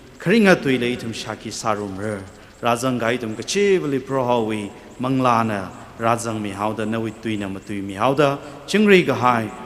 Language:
Tangkhul Naga (India)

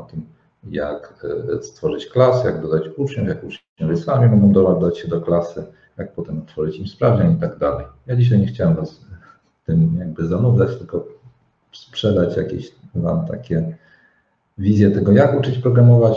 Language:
Polish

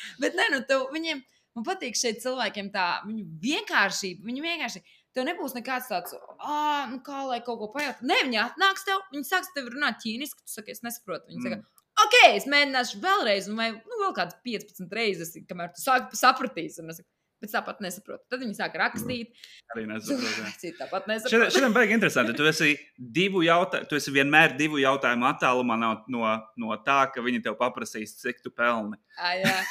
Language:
Latvian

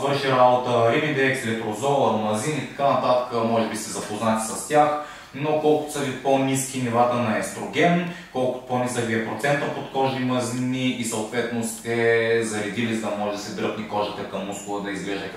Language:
Bulgarian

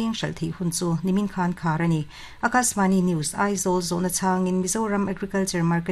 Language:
Mizo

